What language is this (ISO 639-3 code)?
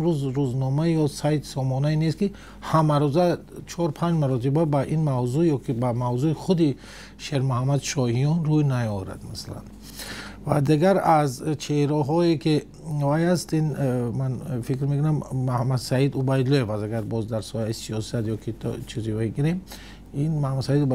tgk